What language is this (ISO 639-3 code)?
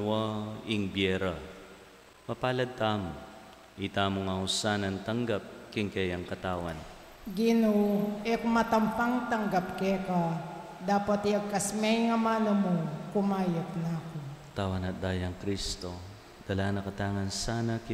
pam